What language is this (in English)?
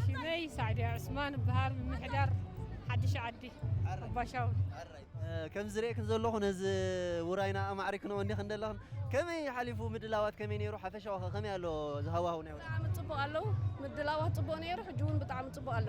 Tigrinya